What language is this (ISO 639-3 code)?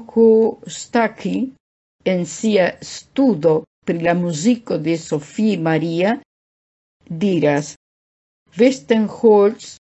epo